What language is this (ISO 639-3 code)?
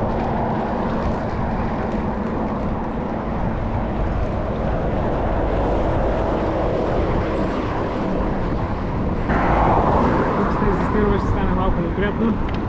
bul